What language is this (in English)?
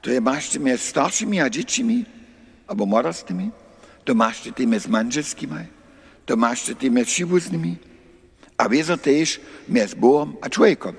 Upper Sorbian